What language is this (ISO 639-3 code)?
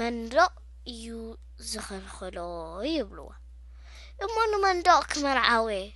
tir